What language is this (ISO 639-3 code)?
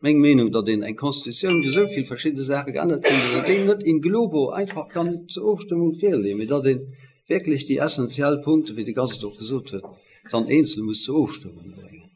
ltz